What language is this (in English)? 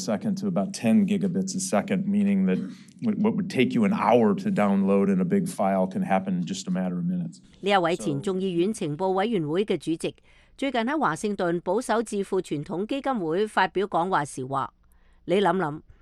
Cantonese